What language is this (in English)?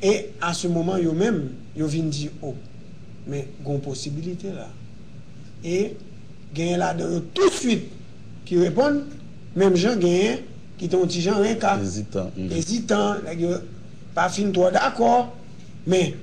Haitian Creole